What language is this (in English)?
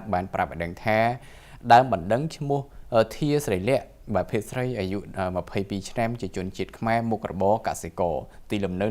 Khmer